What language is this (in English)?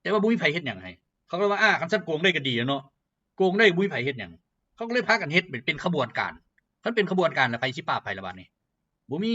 Lao